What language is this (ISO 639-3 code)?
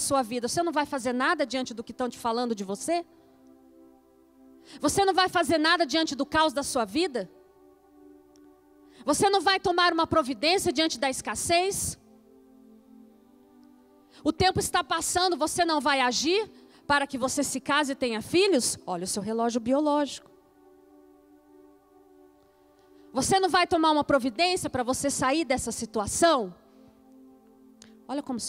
por